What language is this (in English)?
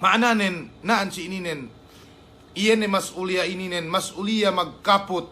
Yakan